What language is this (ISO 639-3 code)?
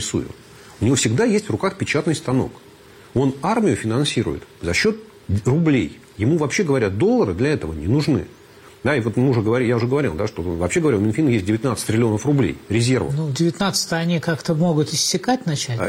rus